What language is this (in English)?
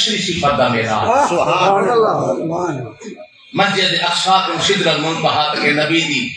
Saraiki